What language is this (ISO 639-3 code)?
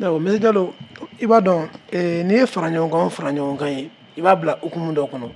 bam